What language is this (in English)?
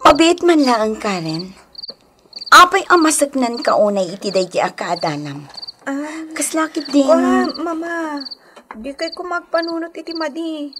Iloko